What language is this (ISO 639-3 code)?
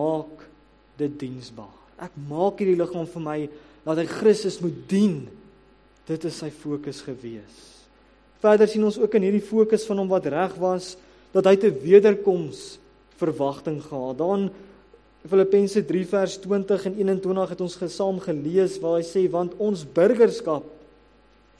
afr